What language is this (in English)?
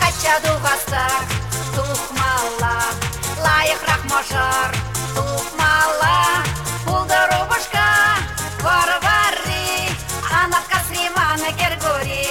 Chuvash